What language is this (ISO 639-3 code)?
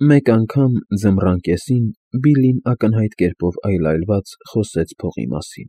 hye